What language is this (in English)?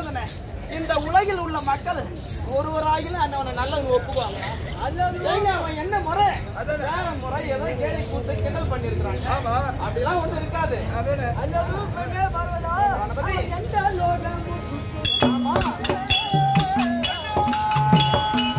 Tamil